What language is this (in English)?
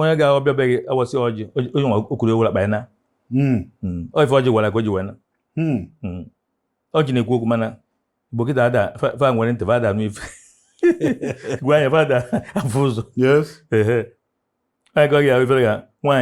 Igbo